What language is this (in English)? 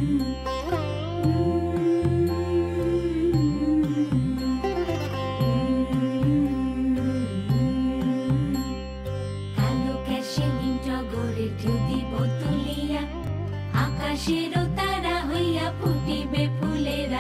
Bangla